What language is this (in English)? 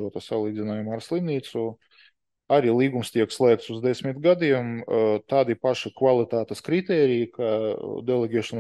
Latvian